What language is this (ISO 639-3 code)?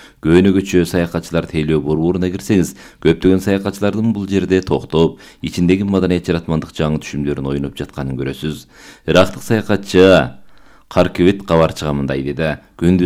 kir